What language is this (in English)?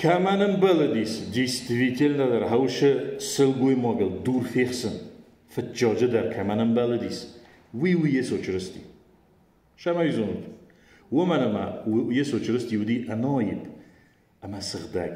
Ossetic